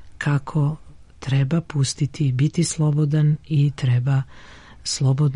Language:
Serbian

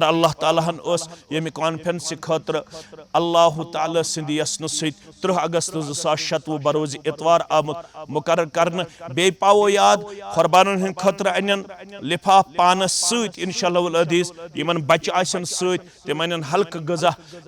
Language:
Kashmiri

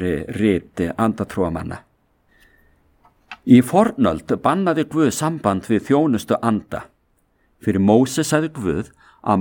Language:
Icelandic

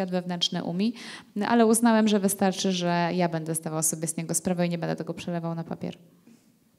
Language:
Polish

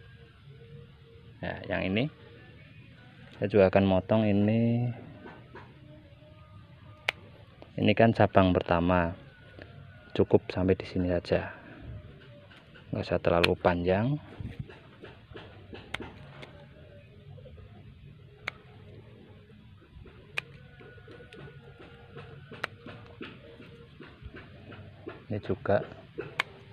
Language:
Indonesian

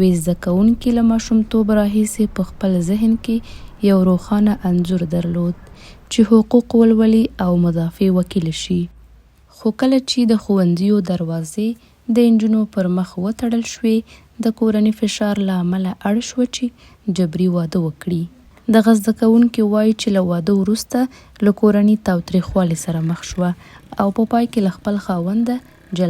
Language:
Pashto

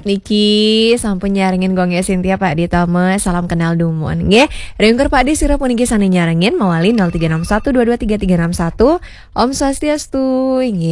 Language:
Balinese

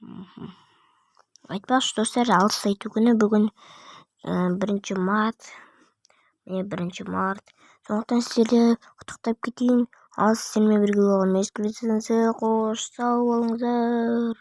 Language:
Kazakh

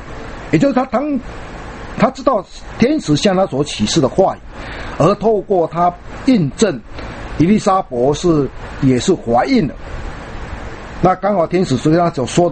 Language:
Chinese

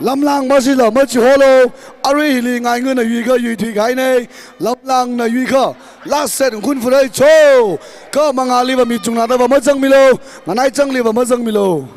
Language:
Tangkhul Naga (India)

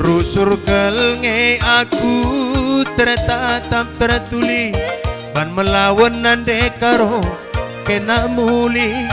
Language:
Batak Karo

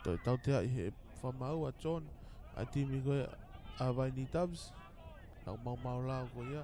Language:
Tongan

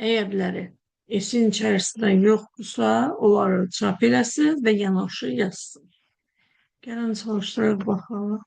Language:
Azerbaijani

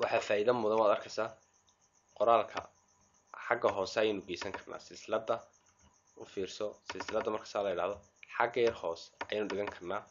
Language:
Somali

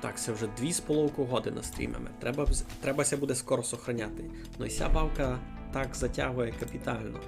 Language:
Rusyn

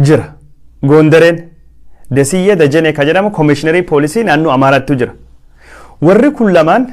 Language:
Oromo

